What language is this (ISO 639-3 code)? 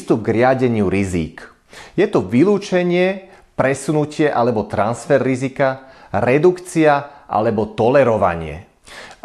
slk